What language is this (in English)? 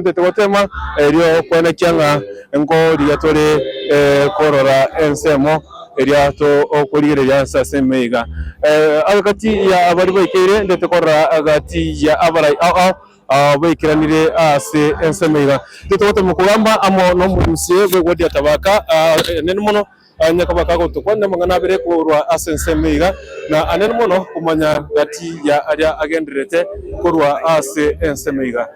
Gusii